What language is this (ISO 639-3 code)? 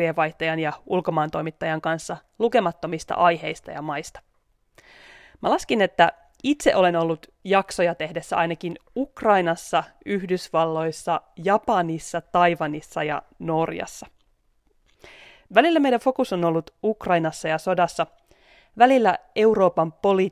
fin